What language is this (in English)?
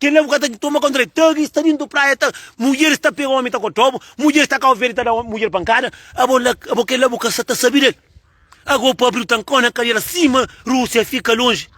Kabuverdianu